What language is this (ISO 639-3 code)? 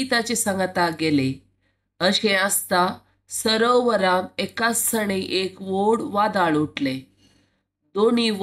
kok